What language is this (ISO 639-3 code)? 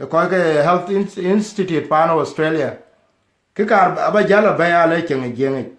din